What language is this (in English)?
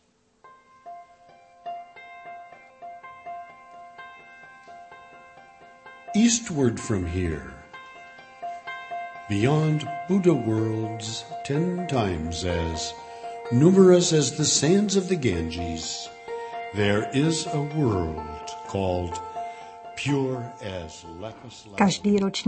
Czech